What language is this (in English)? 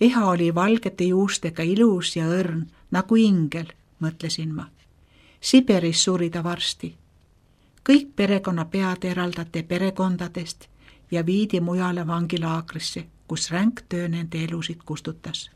Estonian